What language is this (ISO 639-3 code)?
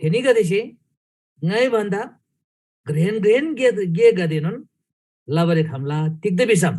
taj